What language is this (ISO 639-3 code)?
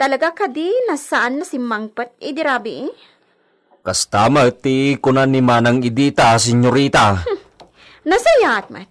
ilo